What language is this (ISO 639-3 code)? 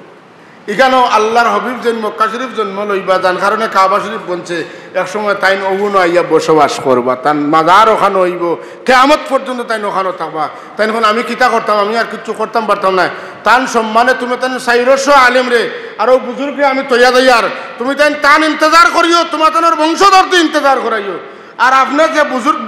syl